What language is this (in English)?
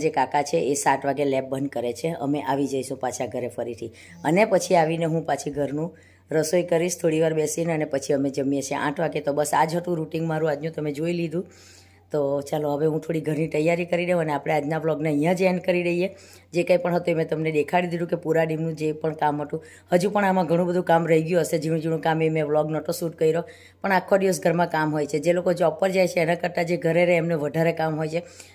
Gujarati